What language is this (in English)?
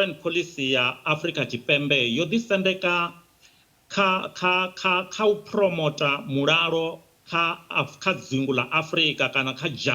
Venda